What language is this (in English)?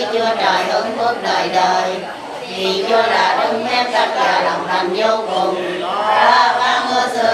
Vietnamese